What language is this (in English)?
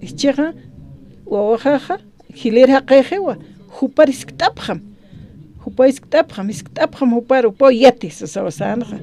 Aymara